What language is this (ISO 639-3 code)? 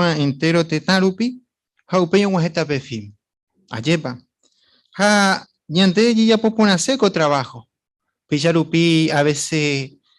grn